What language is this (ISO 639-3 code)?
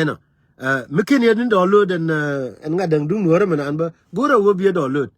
nus